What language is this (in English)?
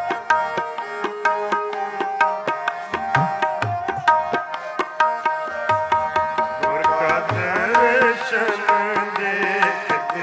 Punjabi